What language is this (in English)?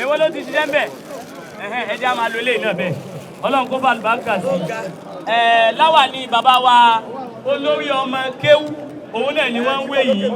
Yoruba